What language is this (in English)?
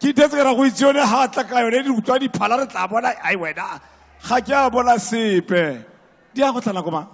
Tswana